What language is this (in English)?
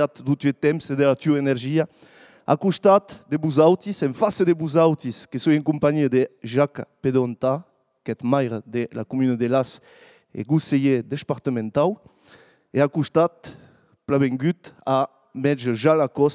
Occitan